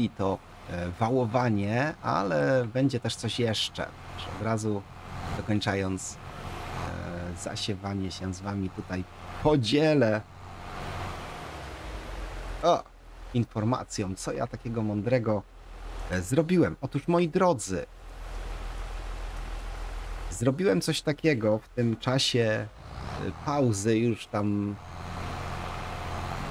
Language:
Polish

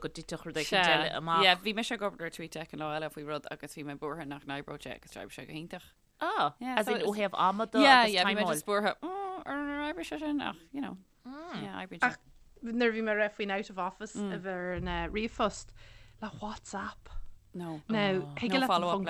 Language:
Irish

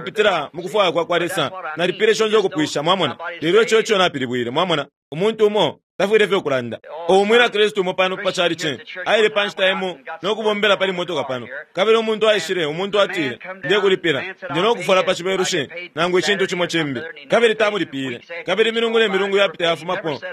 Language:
Bemba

